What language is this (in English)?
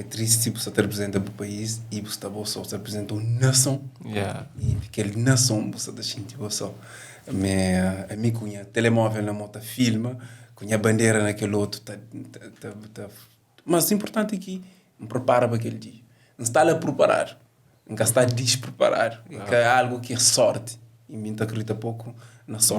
Kabuverdianu